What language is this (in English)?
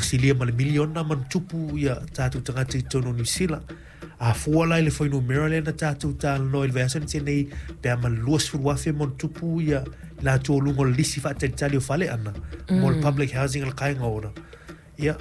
Samoan